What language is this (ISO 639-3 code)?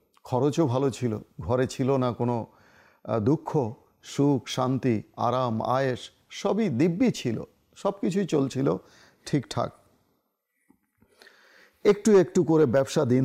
ben